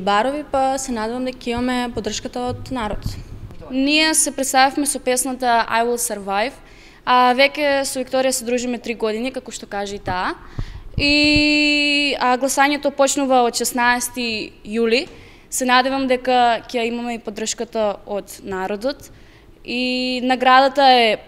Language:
Macedonian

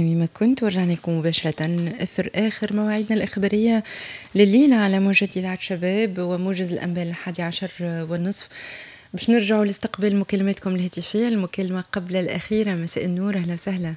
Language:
Tunisian Arabic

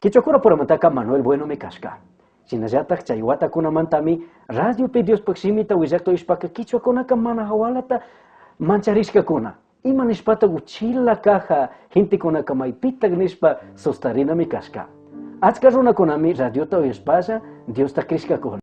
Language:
Chimborazo Highland Quichua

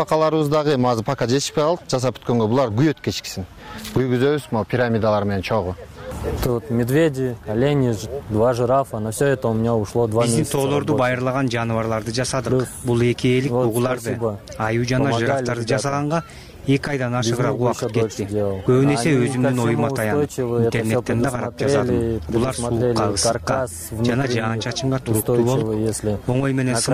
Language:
Kyrgyz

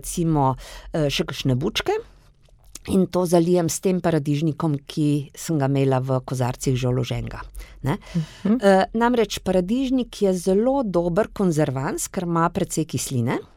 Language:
Slovenian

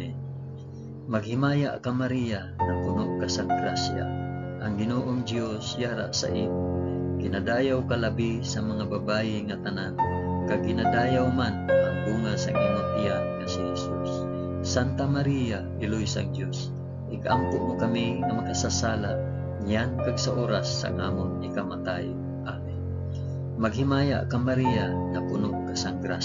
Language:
Hiligaynon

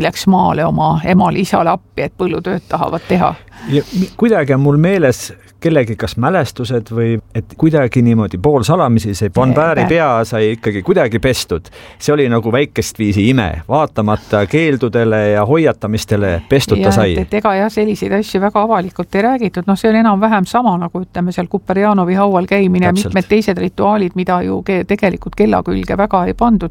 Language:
Estonian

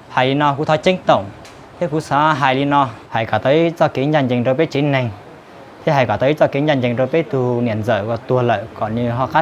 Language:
Hmong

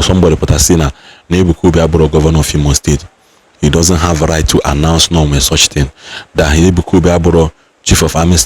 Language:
Igbo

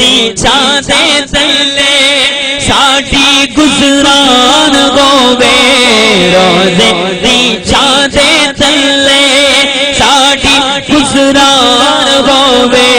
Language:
Saraiki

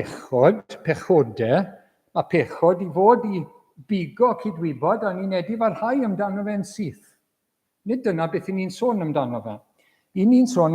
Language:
Welsh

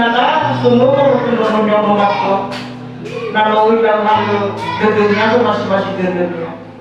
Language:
Nias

